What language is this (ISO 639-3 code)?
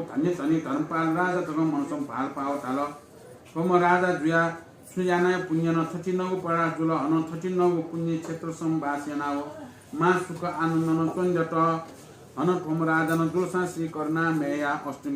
new